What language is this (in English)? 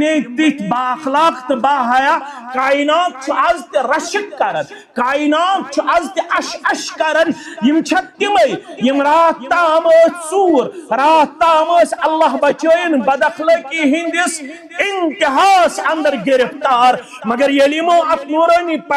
Kashmiri